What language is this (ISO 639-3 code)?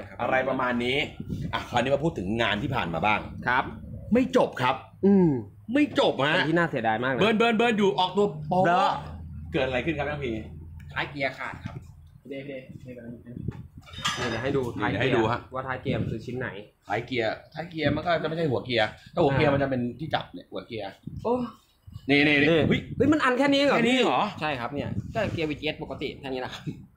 tha